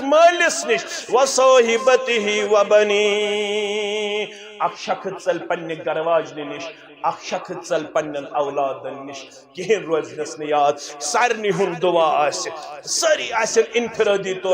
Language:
Kashmiri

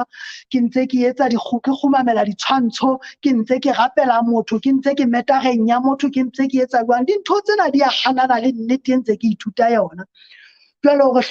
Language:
Southern Sotho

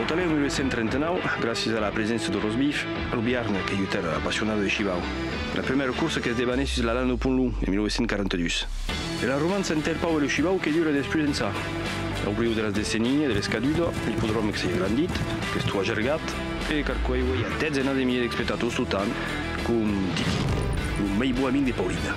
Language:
Occitan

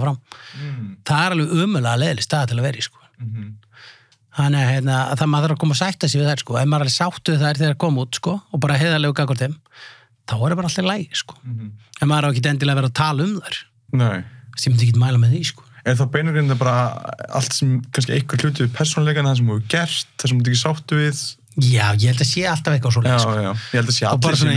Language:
Icelandic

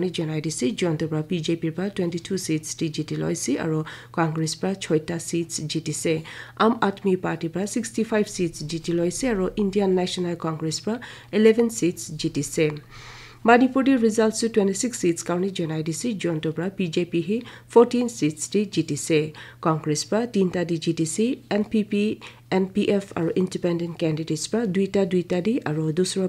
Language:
Naga Pidgin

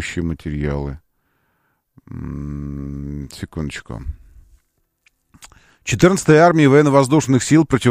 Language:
Russian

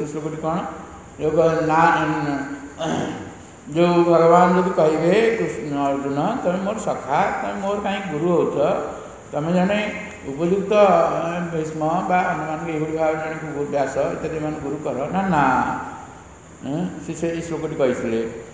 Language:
Odia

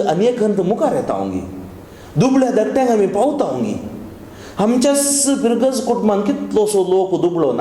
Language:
Konkani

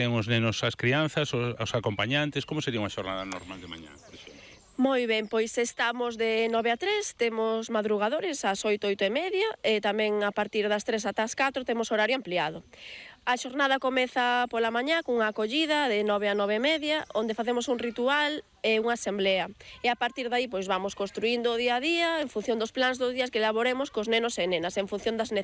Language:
Galician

